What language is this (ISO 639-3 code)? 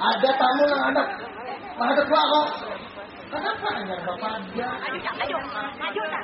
bjn